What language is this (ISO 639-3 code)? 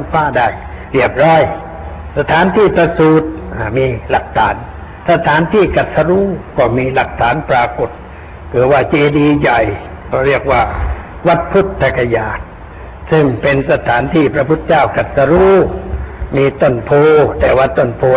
tha